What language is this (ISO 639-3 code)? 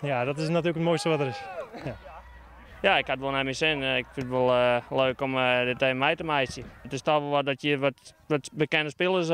fry